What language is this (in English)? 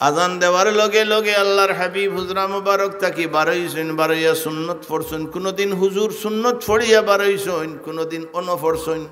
Sylheti